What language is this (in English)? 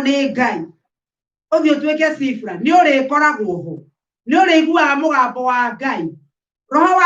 Kikuyu